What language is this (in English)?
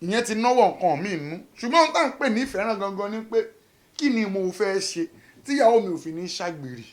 Yoruba